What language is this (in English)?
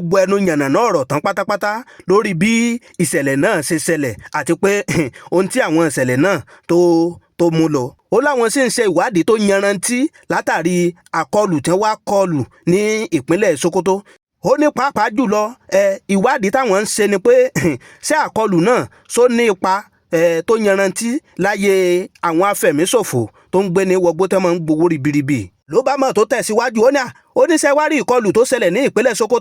Yoruba